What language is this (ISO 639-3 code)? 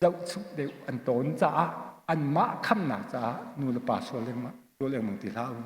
cnh